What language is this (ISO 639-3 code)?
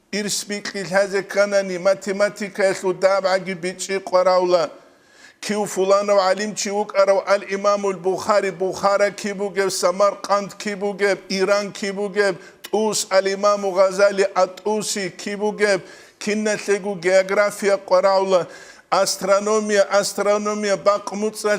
ava